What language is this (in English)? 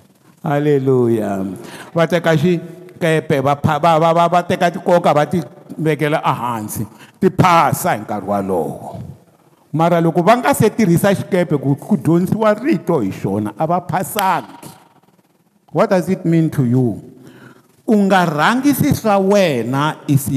Tsonga